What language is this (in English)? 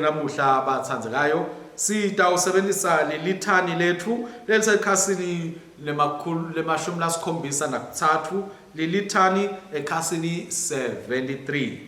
Swati